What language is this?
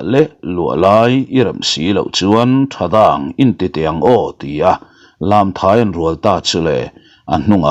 Mizo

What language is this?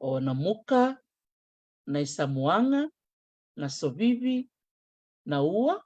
Fijian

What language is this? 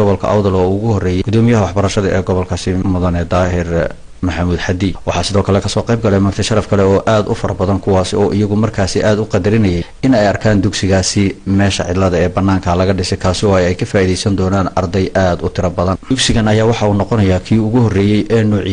Somali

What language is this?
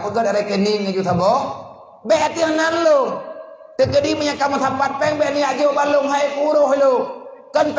Achinese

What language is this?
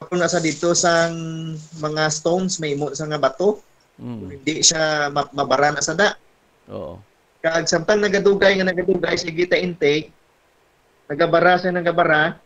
Hiligaynon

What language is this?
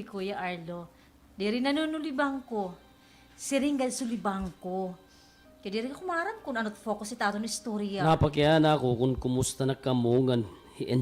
Waray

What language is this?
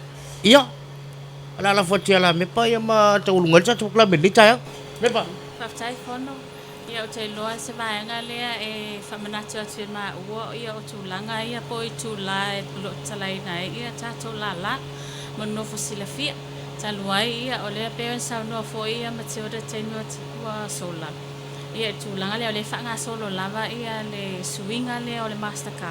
Samoan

